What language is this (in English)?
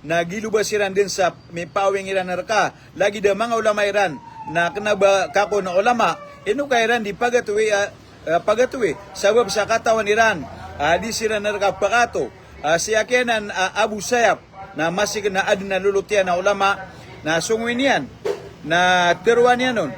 Maranao